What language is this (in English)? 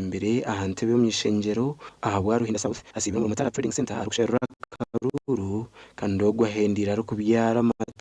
Nyankole